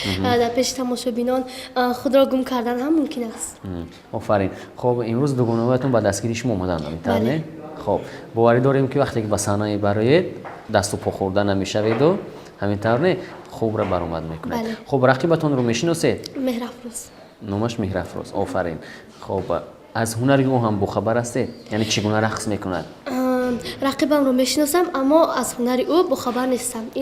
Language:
Tajik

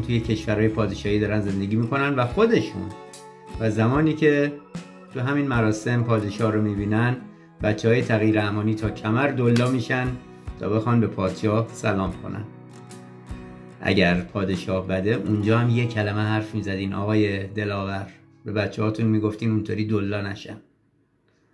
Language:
Persian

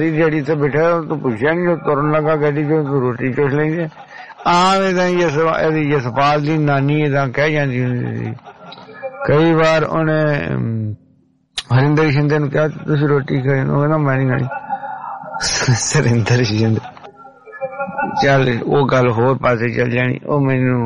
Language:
Punjabi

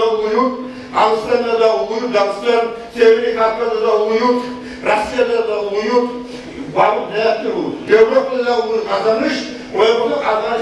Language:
Kumyk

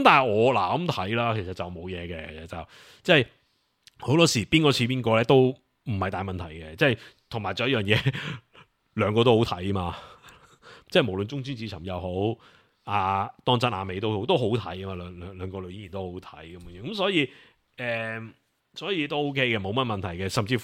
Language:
Cantonese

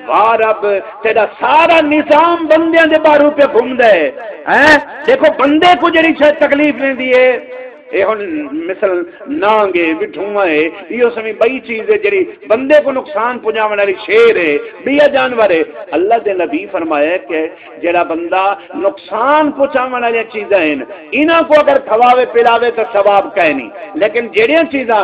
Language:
Saraiki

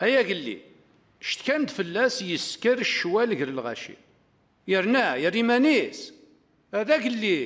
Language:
Kabyle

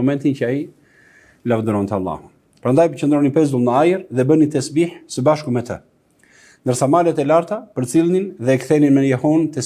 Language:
Albanian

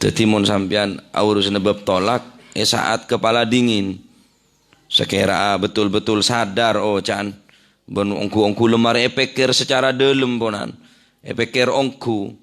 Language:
Madurese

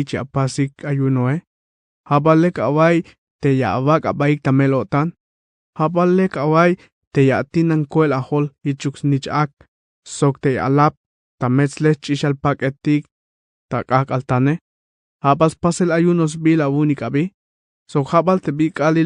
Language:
Tzeltal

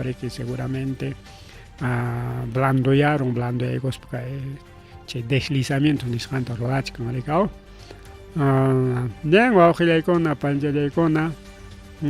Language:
Ayacucho Quechua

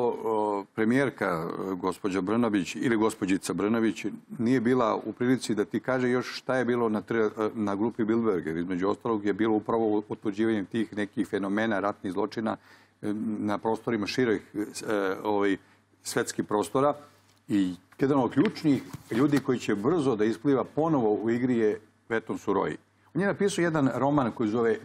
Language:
Serbian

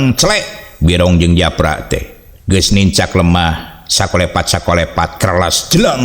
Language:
Sundanese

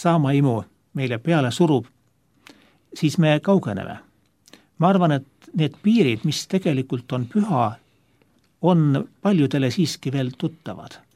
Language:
Estonian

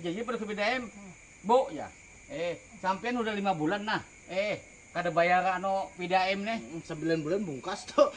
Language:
Banjar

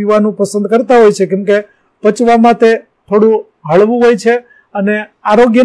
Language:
Gujarati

